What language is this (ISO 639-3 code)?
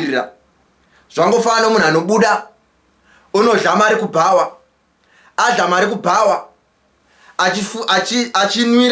sna